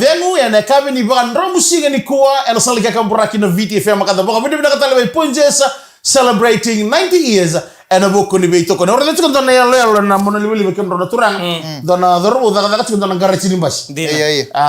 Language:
Fijian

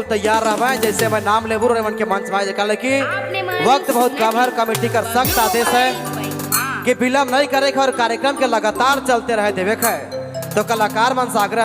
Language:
Sadri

